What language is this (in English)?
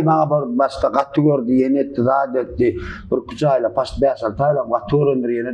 Turkmen